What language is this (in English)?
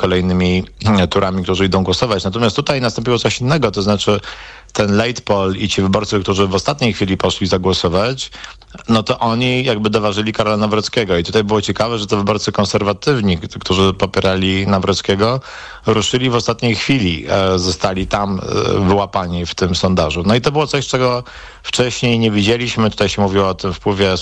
Polish